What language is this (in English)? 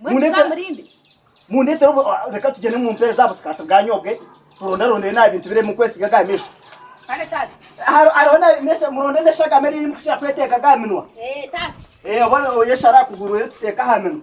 Nyankole